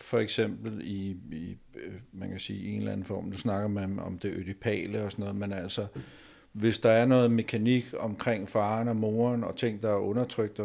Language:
Danish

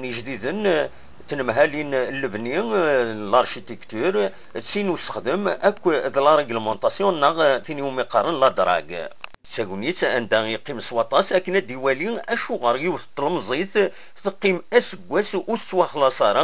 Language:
Kabyle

